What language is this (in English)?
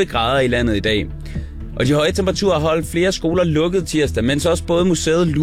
Danish